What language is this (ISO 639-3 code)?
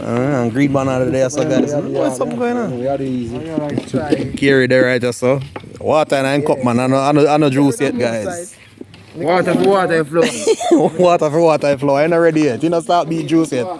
jam